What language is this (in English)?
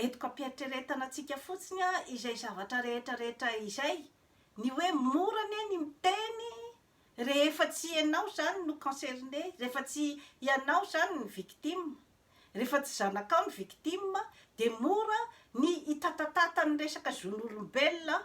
Malagasy